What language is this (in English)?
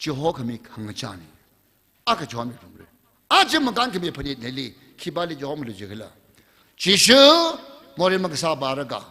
Tangkhul Naga (India)